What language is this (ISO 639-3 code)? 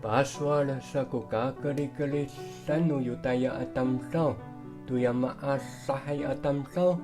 ami